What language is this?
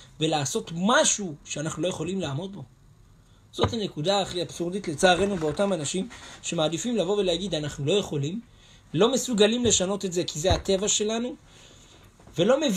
Hebrew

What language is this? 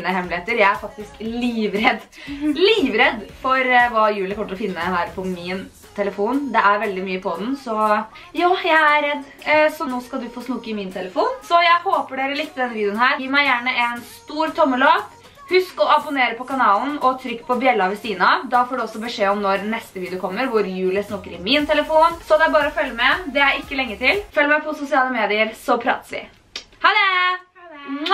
Norwegian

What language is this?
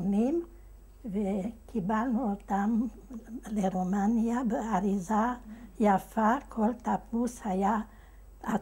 Hebrew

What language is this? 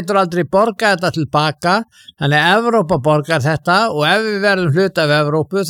Icelandic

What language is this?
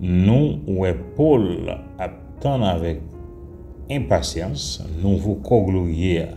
Haitian Creole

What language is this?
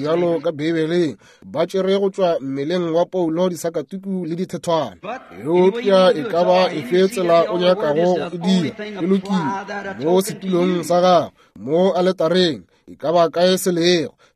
Northern Sotho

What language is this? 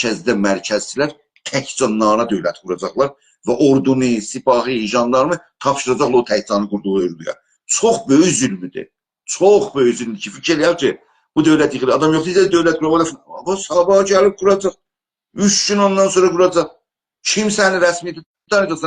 South Azerbaijani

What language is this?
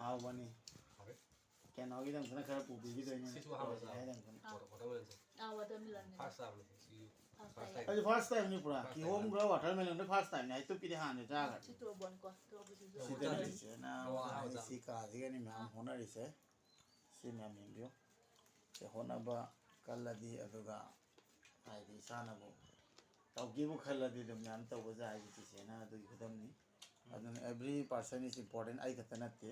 Manipuri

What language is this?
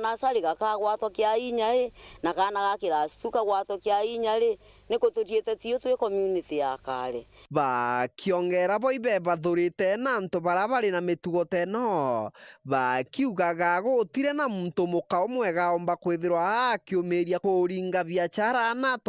Meru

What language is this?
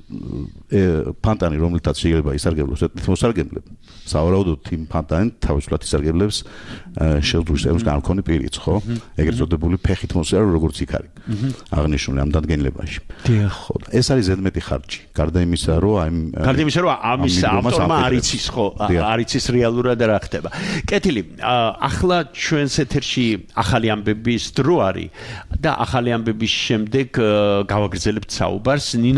Georgian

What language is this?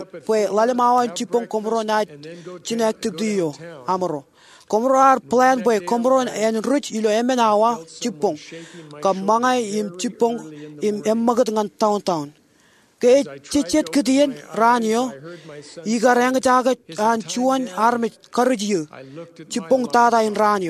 Marshallese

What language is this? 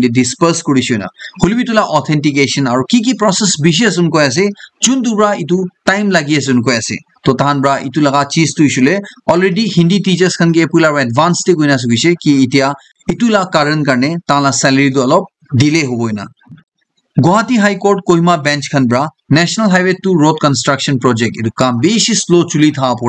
Naga Pidgin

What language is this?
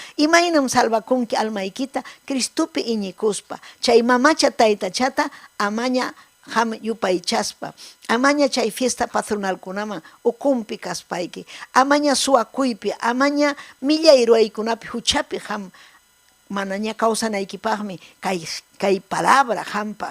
Ayacucho Quechua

